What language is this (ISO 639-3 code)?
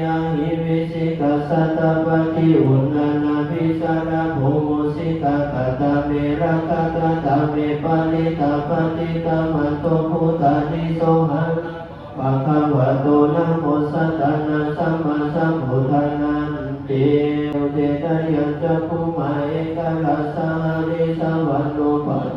pli